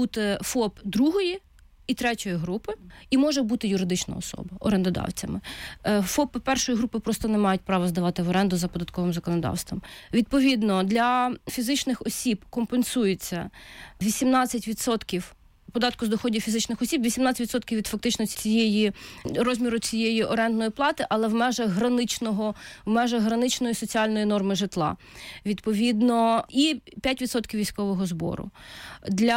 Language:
Ukrainian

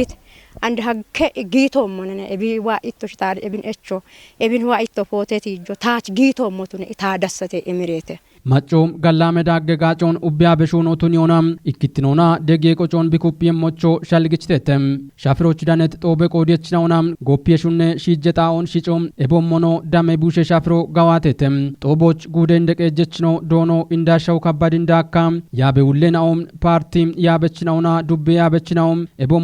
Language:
Kafa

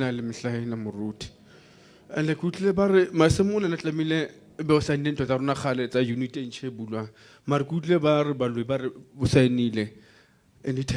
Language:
Southern Sotho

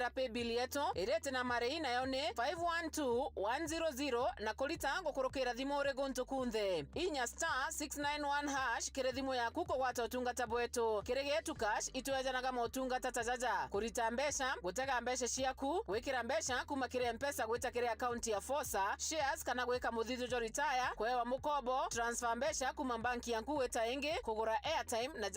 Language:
Meru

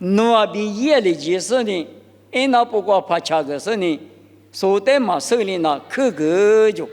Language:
Lisu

